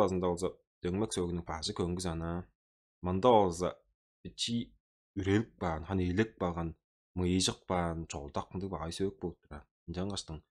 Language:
Tuvinian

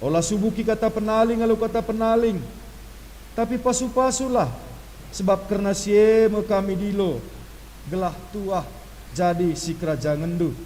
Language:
Batak Karo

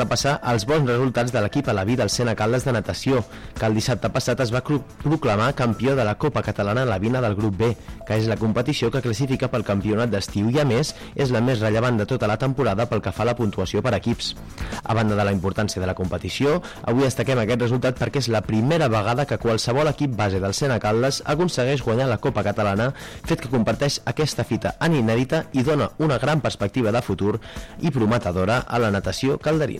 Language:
Catalan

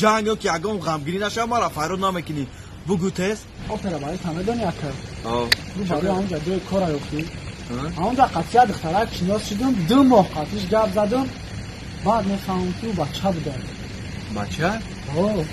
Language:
Tajik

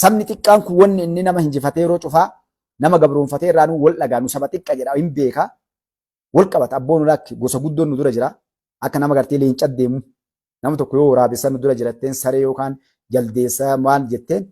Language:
Oromo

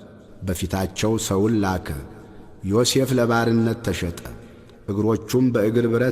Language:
Amharic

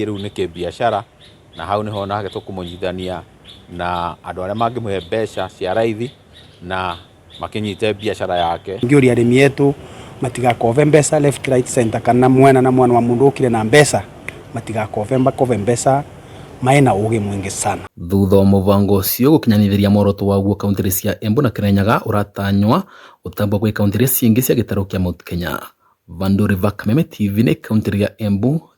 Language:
Kikuyu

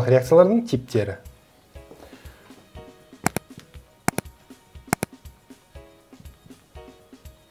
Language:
Kazakh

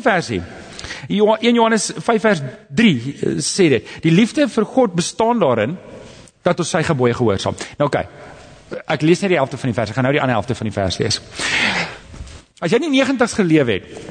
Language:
Afrikaans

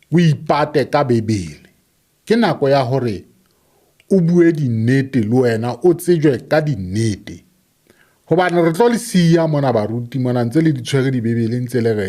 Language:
Southern Sotho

